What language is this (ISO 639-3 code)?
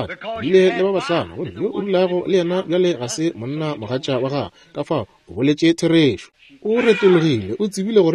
nso